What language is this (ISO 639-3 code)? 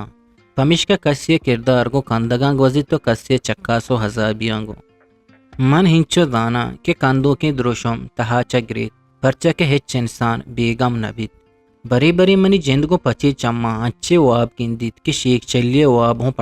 bgp